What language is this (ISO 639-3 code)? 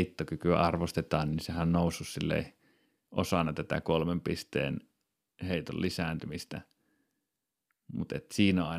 fin